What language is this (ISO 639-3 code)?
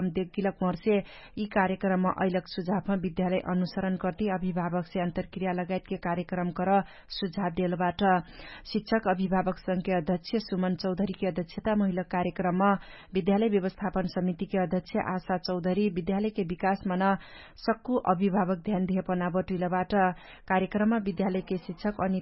thl